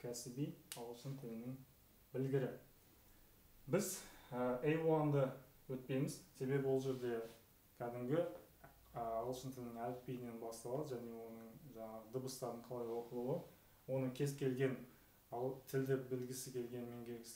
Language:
Kazakh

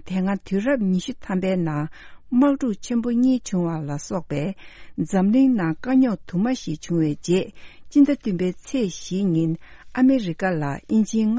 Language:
Tibetan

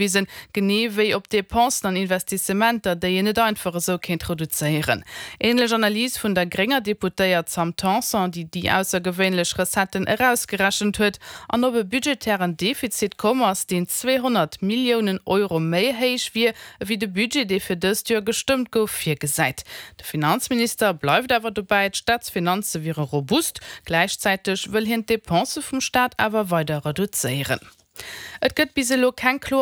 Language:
Luxembourgish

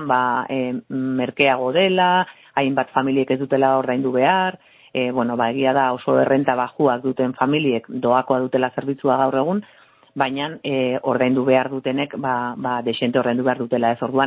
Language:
Basque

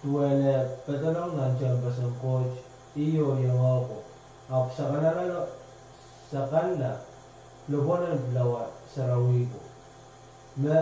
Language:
Pohnpeian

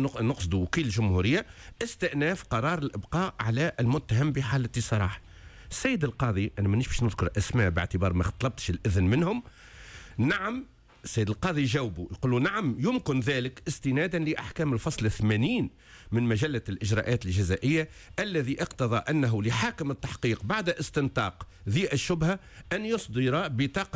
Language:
Tunisian Arabic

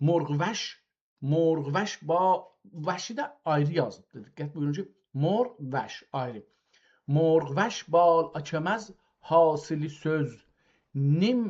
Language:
South Azerbaijani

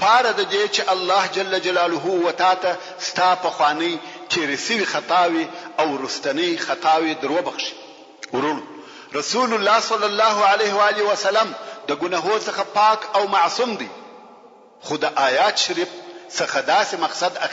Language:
Pashto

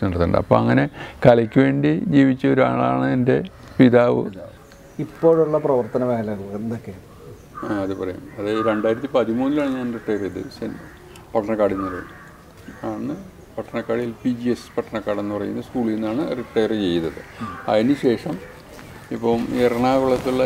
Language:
Malayalam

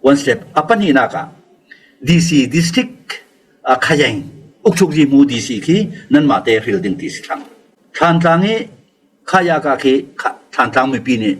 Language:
Falam Chin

